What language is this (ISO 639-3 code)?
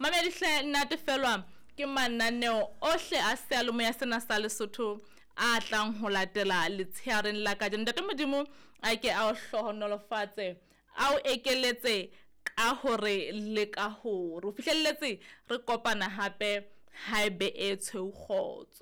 sot